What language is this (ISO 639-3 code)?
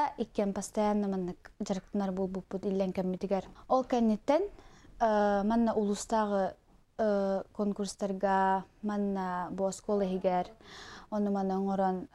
sah